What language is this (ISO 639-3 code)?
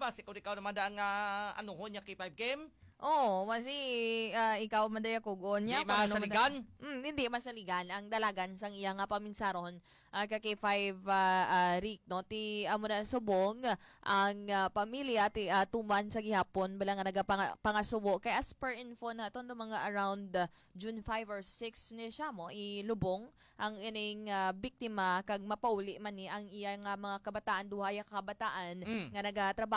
hil